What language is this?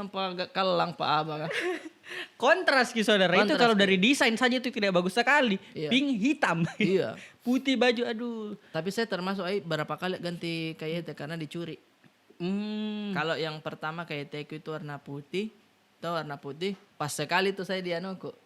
Makassar Malay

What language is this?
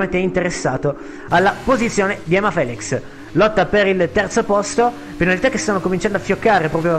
Italian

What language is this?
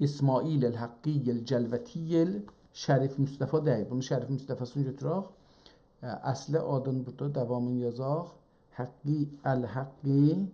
South Azerbaijani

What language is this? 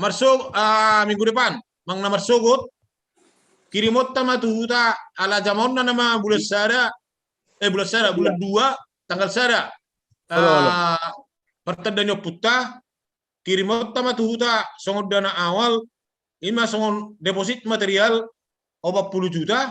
Batak Toba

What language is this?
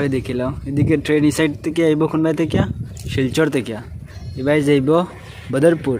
Sylheti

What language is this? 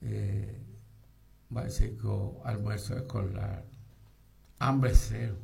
Guarani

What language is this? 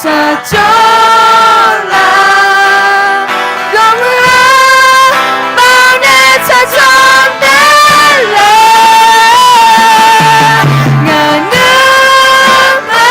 Akha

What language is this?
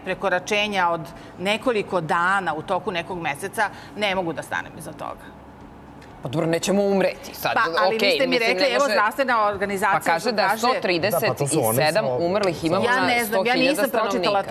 Serbian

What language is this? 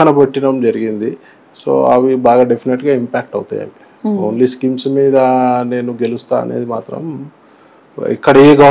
Telugu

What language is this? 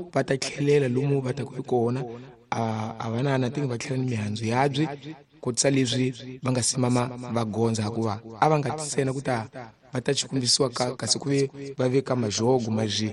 Tsonga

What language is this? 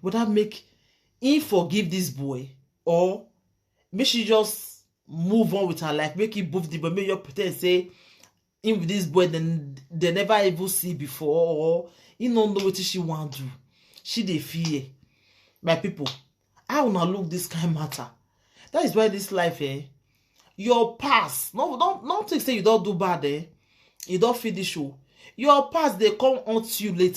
Nigerian Pidgin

